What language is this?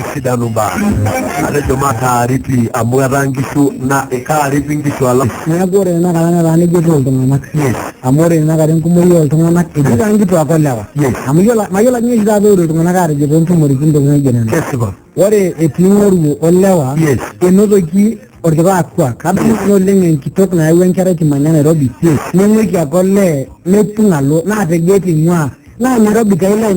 Masai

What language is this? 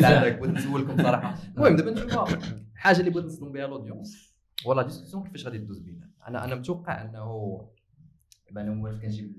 Moroccan Arabic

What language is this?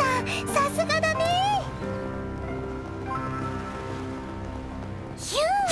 Japanese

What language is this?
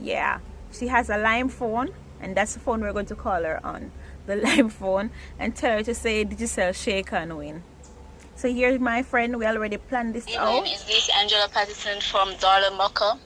Jamaican Creole English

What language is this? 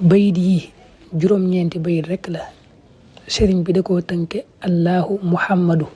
Wolof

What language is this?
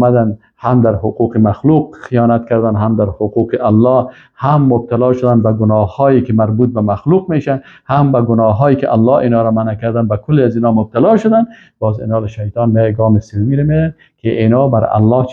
Persian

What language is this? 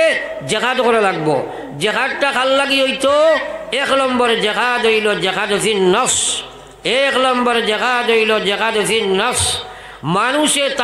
Sylheti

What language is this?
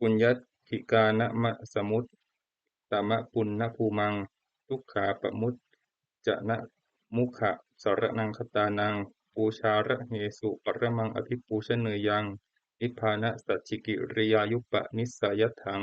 Pali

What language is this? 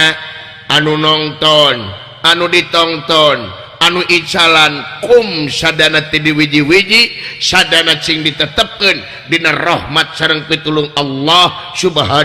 Sundanese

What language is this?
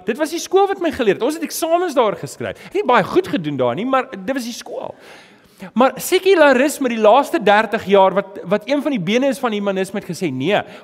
Afrikaans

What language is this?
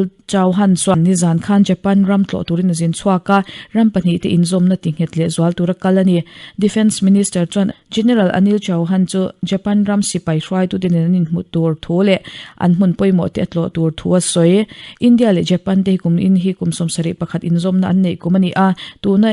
Mizo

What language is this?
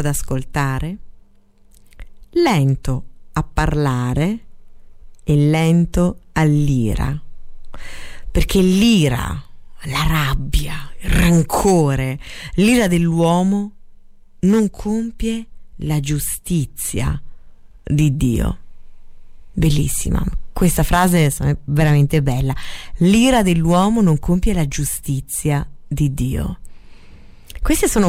Italian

